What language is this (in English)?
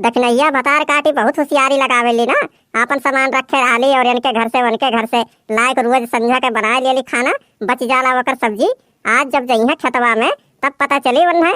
Awadhi